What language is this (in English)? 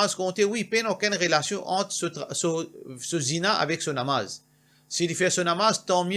Morisyen